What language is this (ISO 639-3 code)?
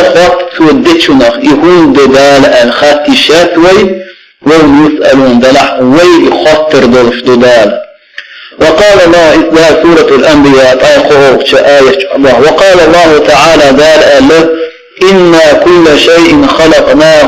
che